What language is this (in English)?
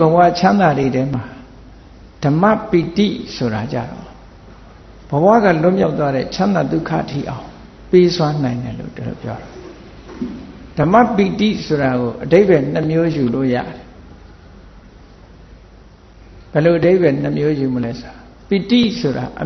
Burmese